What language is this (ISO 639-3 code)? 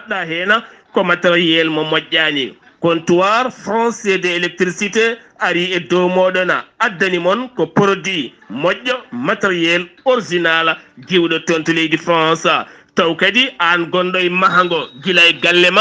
ful